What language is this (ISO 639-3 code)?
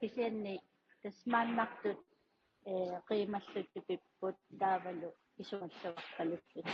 kal